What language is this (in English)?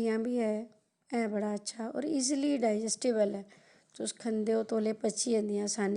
Dogri